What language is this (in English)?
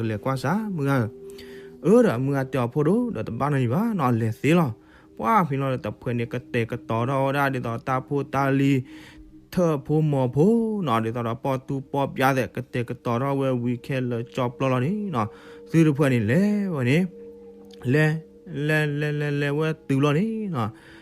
S'gaw Karen